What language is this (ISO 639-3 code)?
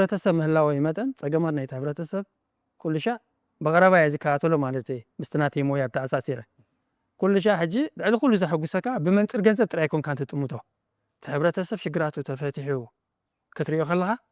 tir